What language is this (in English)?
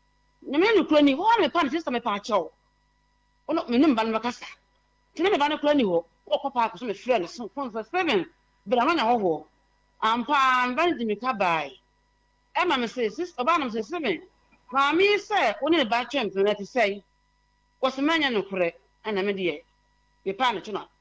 Akan